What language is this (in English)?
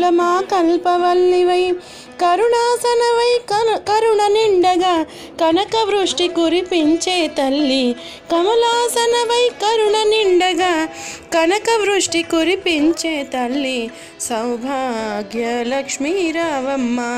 Telugu